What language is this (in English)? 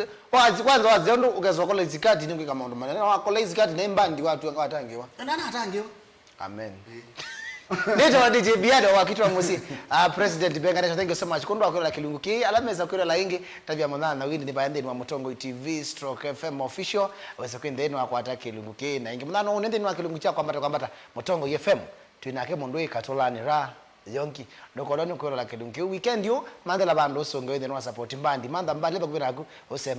Kamba